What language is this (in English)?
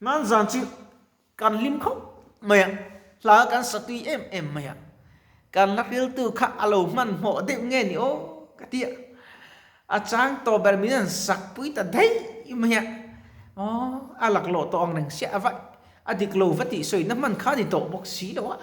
Mizo